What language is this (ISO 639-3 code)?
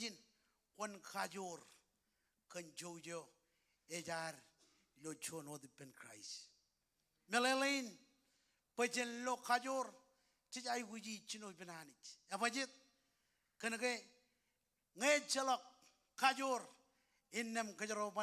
mah